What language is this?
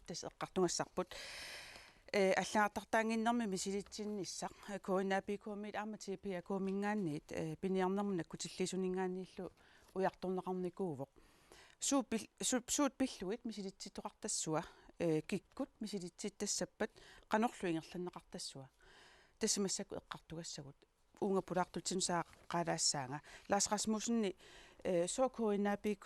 Kalaallisut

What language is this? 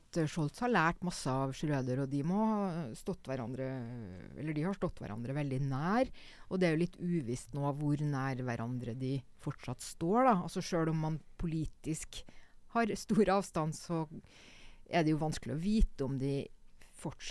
Norwegian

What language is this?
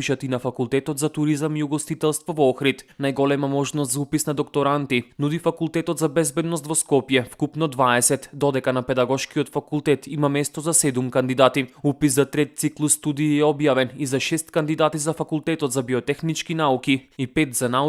Macedonian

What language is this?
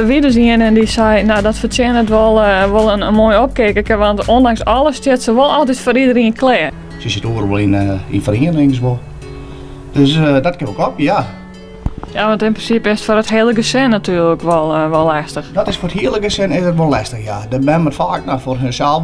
Western Frisian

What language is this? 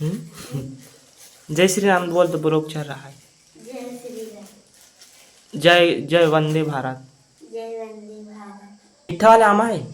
Chhattisgarhi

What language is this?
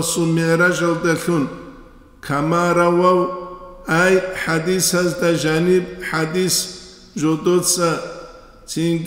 Avaric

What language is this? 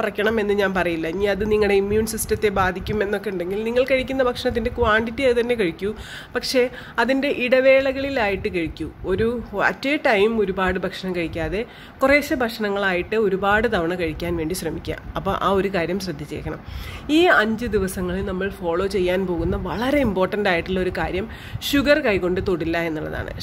Malayalam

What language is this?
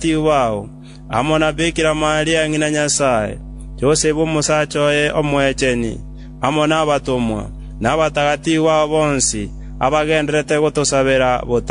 Gusii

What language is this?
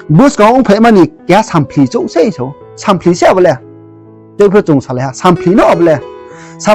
Riang (India)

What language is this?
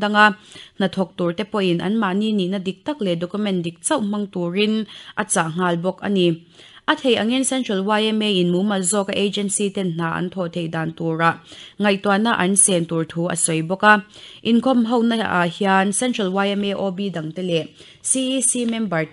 Mizo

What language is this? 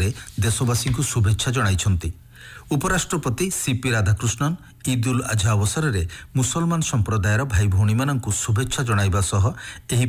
Odia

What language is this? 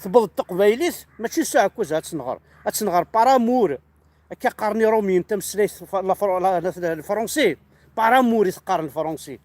Kabyle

